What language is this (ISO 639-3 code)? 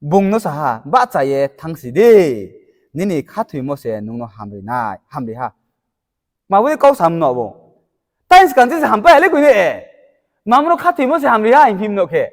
ria